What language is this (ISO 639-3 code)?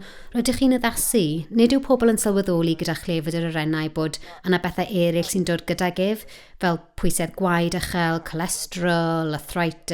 cym